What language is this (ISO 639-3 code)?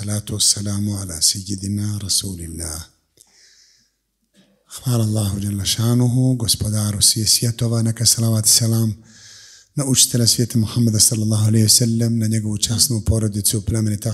bos